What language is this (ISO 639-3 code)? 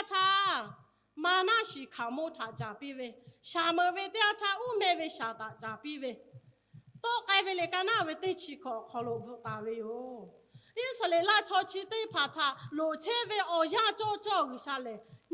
lhu